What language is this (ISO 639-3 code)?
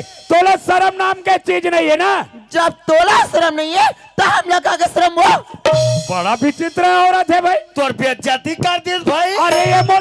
hne